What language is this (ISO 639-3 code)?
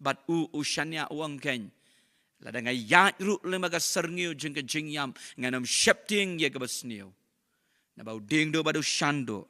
kha